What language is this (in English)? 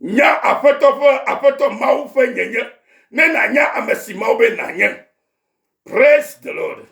Ewe